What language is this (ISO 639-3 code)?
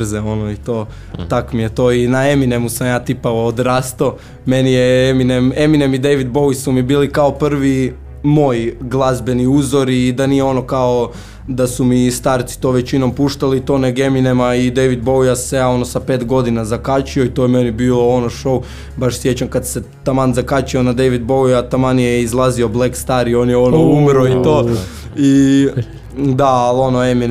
hrv